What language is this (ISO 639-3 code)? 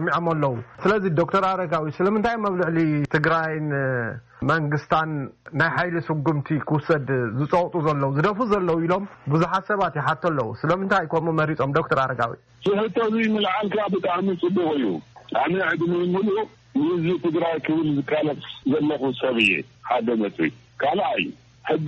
tir